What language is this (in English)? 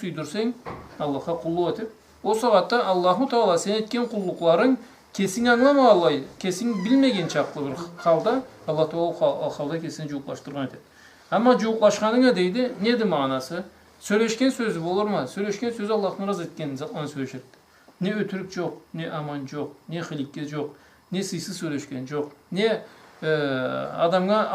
Karachay-Balkar